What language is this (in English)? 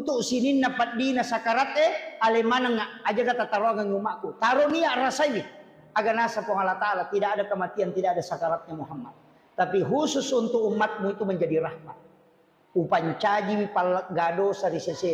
Buginese